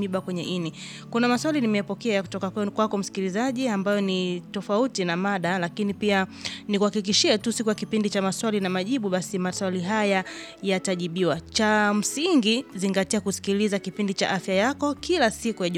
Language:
Swahili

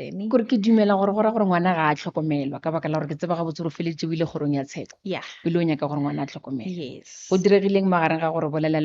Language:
Northern Sotho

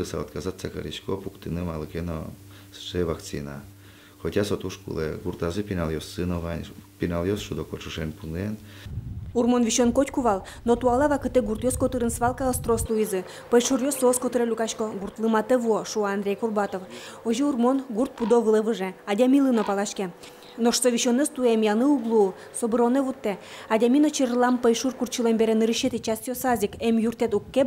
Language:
Udmurt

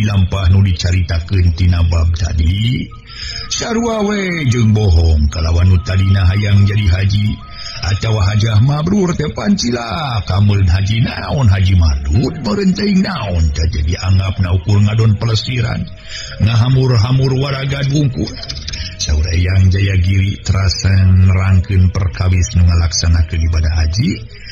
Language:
Sundanese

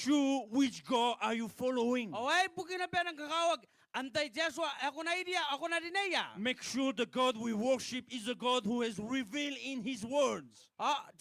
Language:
Gilbertese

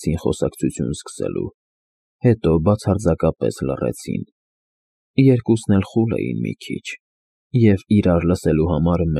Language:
Armenian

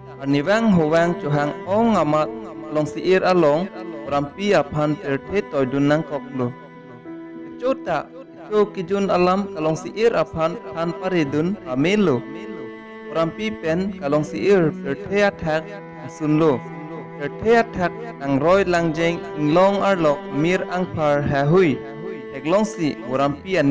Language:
Karbi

